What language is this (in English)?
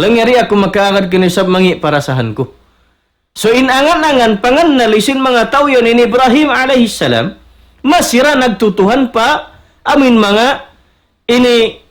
Tausug